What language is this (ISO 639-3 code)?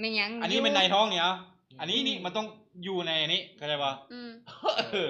lao